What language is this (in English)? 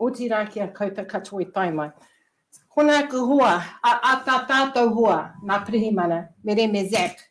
Māori